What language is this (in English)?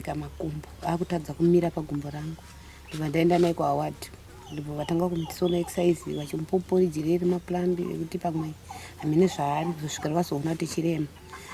Shona